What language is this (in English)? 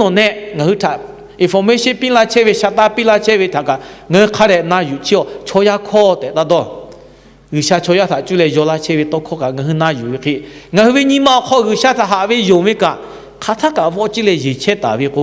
Lahu